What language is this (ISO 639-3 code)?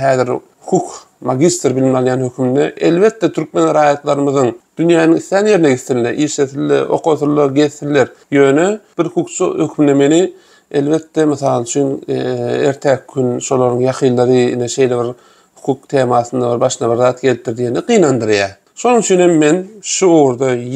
tuk